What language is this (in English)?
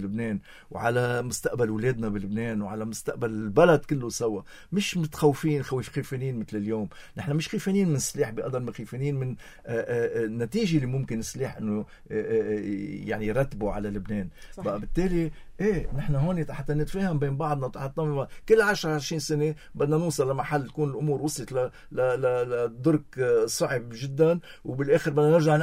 North Levantine Arabic